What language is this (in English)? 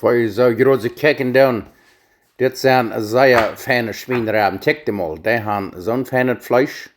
Plautdietsch